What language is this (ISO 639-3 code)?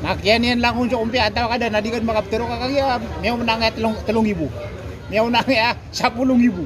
mrw